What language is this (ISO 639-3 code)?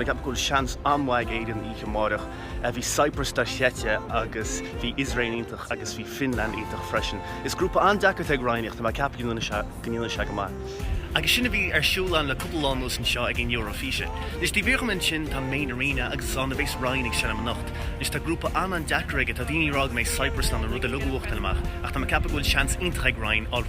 gle